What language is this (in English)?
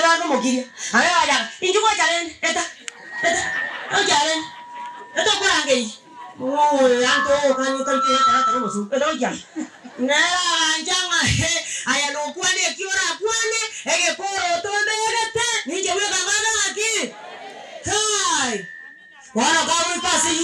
Gusii